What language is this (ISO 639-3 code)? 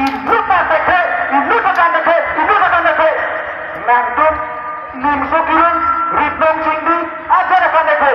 mjw